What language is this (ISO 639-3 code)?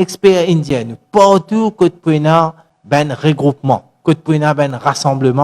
mfe